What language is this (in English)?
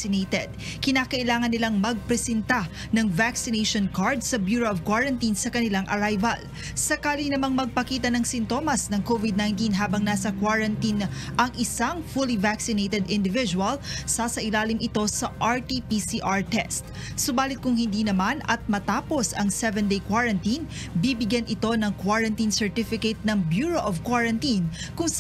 Filipino